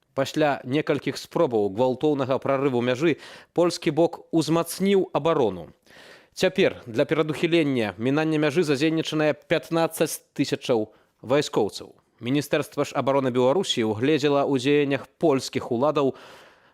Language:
Belarusian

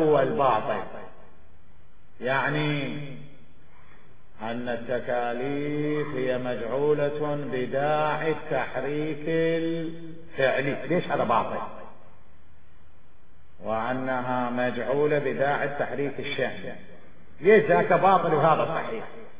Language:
Arabic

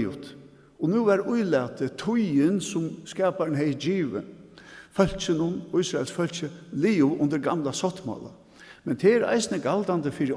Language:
Faroese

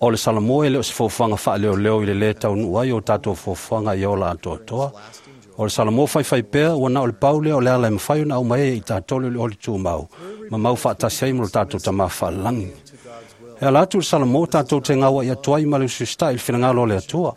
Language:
Samoan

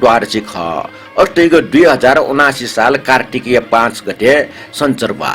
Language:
Newari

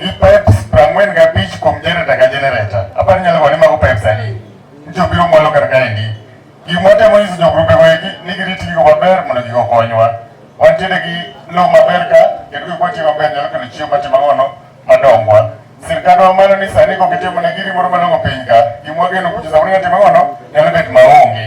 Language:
Luo (Kenya and Tanzania)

